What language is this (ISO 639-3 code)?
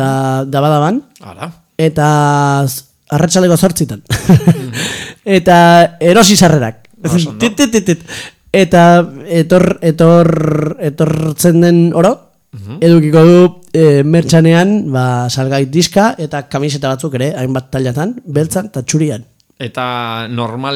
eus